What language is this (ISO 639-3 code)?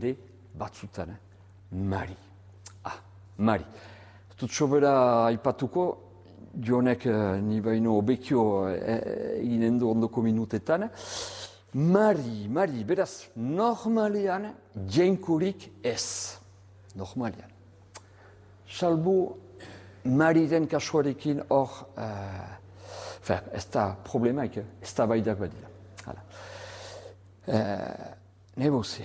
eus